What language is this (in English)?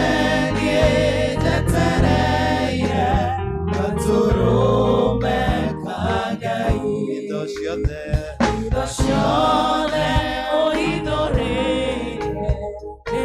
Kikuyu